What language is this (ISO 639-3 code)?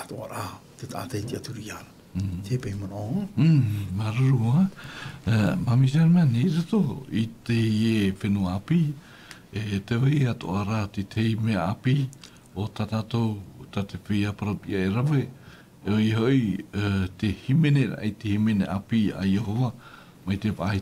tah